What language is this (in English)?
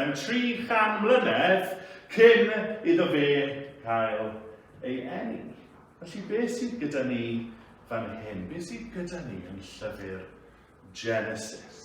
Welsh